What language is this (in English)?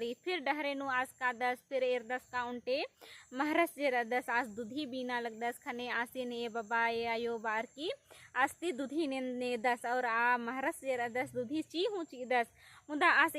Kurukh